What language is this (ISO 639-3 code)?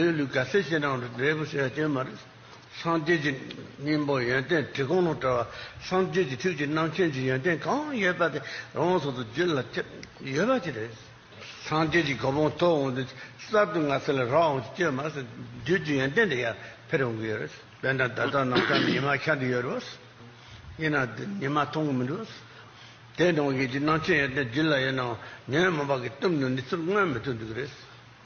bod